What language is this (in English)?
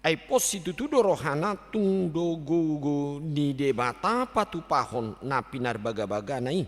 Batak Toba